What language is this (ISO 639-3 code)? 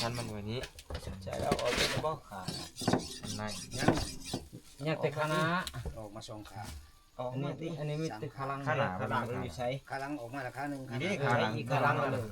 tts